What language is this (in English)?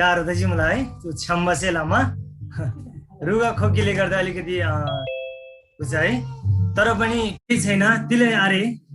Eastern Tamang